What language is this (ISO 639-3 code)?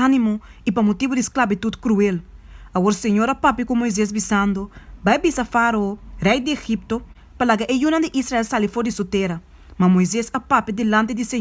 pap